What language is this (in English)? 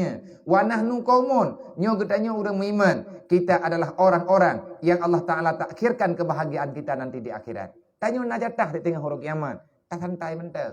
Achinese